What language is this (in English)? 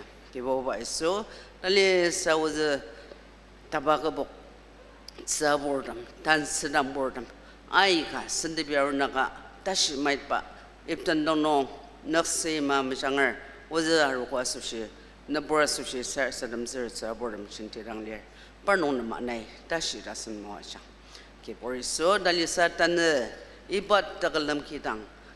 Ao Naga